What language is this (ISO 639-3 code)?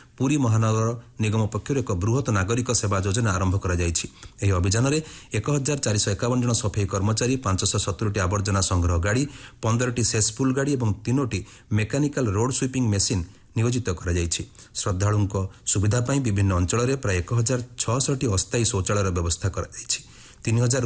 ori